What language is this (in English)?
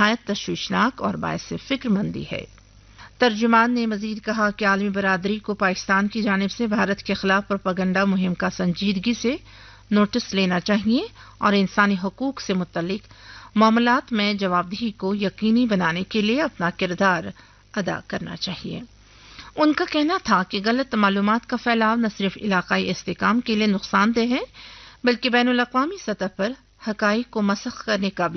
Urdu